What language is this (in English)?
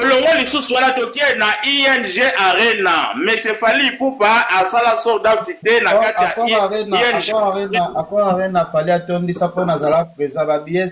Lingala